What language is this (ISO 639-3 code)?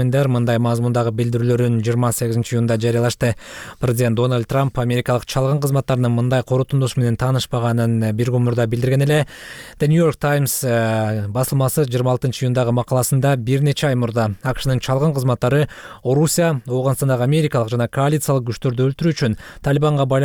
kir